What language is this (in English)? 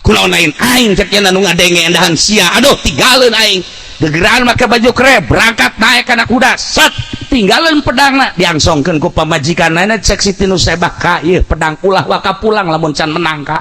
Sundanese